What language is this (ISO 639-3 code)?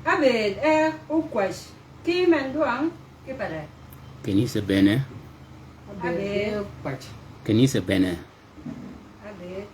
shk